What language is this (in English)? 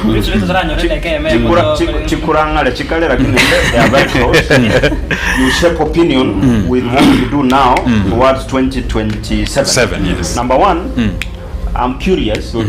Gusii